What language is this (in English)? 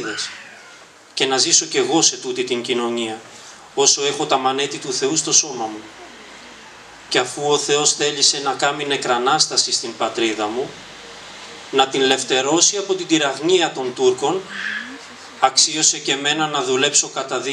Greek